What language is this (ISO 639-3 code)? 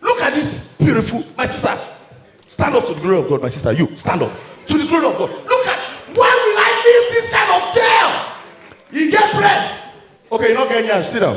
pcm